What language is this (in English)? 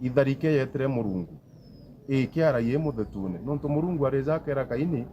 Meru